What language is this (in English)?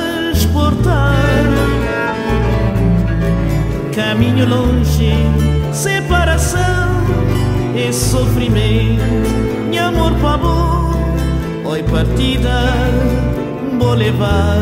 Portuguese